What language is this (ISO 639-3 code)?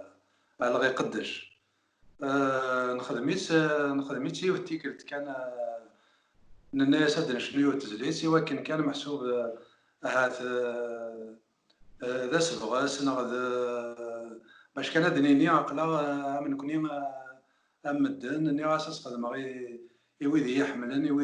kab